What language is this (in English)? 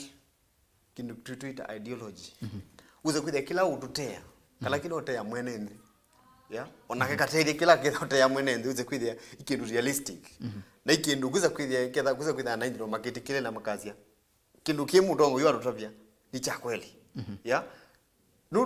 Kamba